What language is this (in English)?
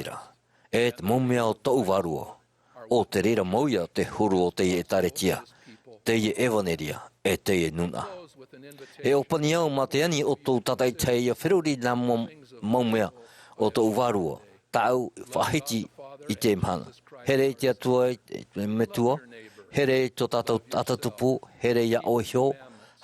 Tahitian